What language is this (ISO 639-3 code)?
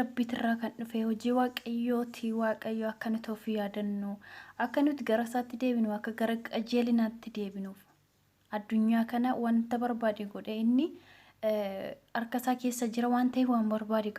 orm